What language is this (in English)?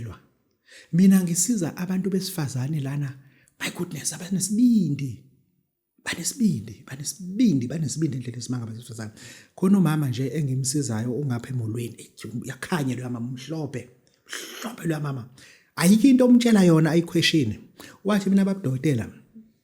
Zulu